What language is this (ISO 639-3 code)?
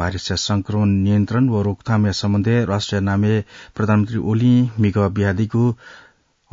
new